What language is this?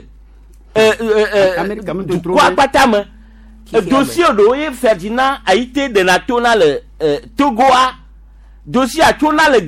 Gen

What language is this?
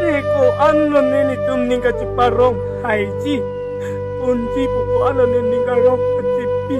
Karbi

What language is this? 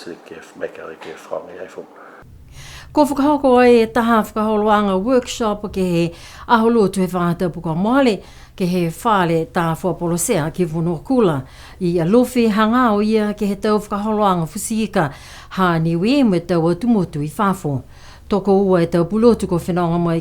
Niuean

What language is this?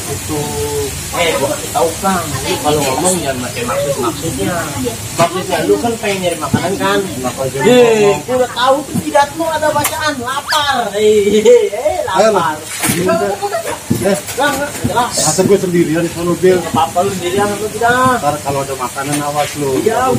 Betawi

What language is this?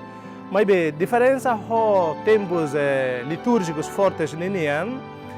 Tetum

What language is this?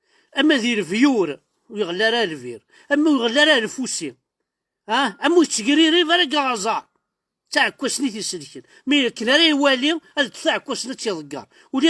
Kabyle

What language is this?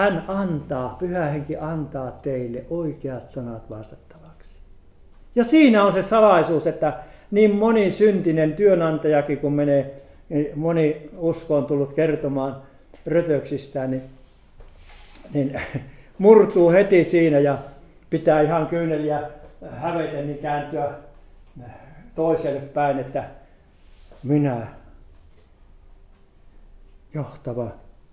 Finnish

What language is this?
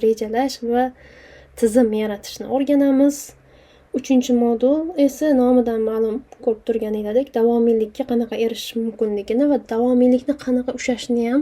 Uzbek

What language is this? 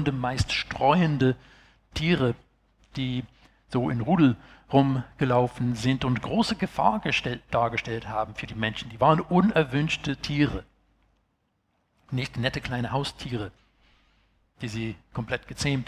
German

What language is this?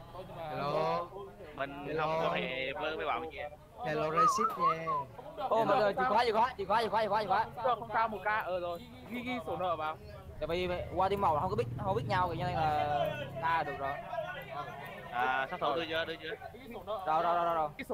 Vietnamese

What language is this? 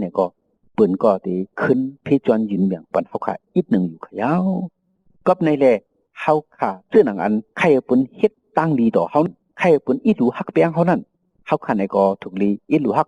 Shan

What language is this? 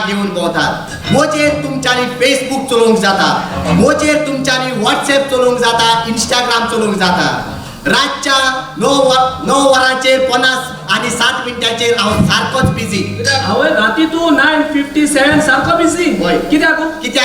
Konkani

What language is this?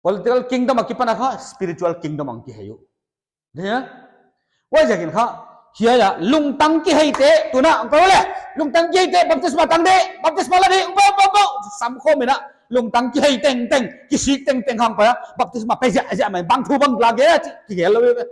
Paite Chin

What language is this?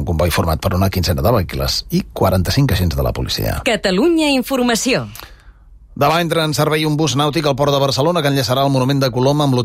Catalan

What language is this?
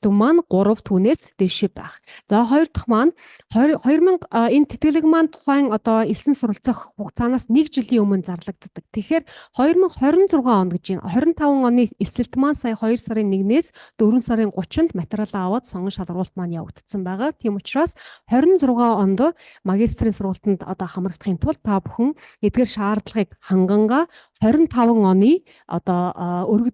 Mongolian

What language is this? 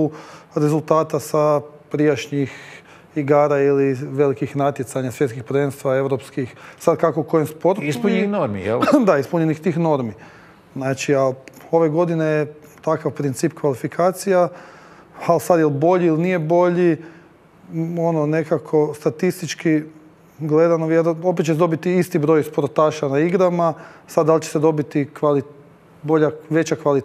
Croatian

